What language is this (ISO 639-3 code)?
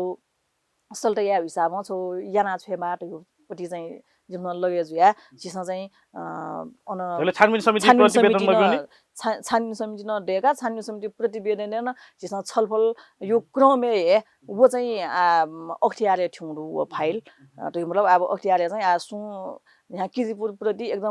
new